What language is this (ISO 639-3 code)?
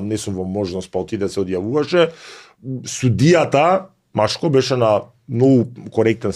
mkd